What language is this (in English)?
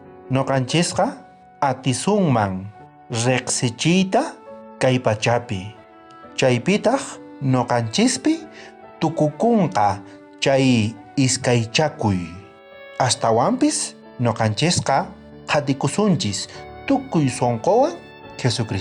South Bolivian Quechua